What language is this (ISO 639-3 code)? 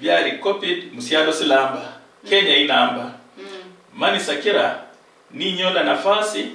luy